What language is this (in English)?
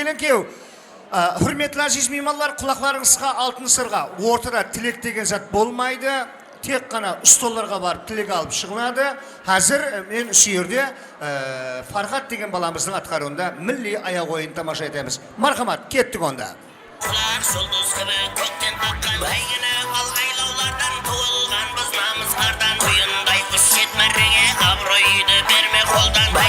Kara-Kalpak